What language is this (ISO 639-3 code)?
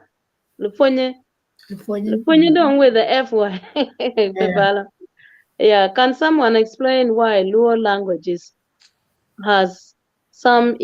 ach